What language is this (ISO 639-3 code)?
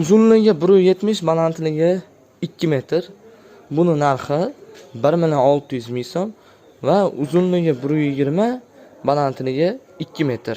uzb